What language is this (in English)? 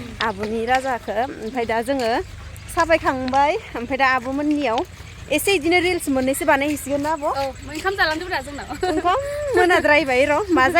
Bodo